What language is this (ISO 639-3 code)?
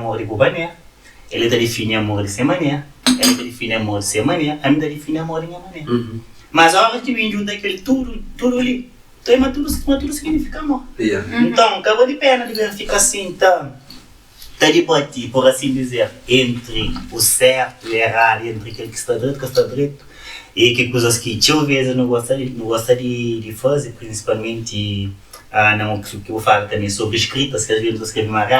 kea